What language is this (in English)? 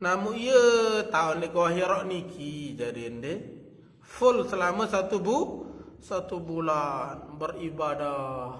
Sasak